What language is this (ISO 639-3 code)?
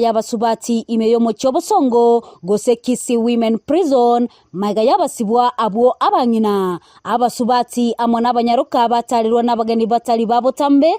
guz